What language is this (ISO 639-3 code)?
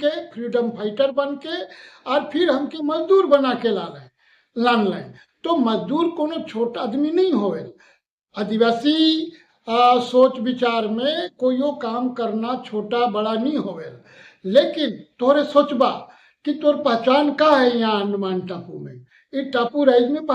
sck